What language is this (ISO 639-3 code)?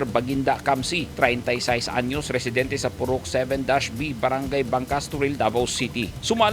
ceb